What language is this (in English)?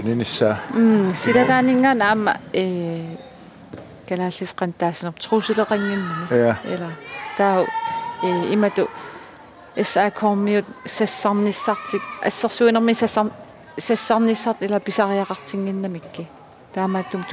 Kalaallisut